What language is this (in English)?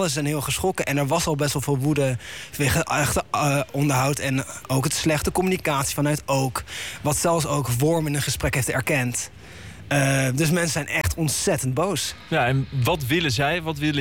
Dutch